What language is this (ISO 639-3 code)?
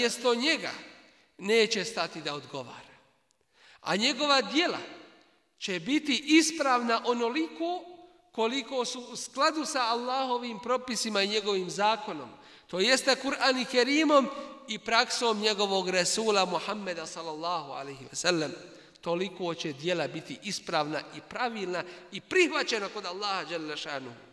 bos